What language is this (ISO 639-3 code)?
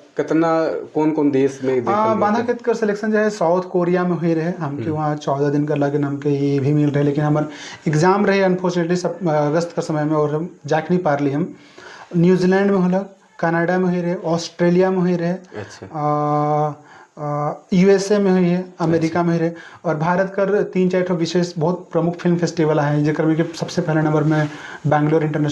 sck